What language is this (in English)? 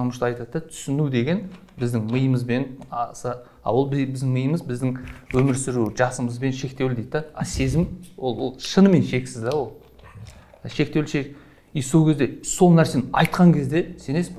Kazakh